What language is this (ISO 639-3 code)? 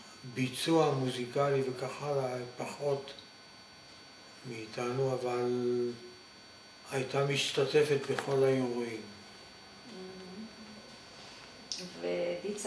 heb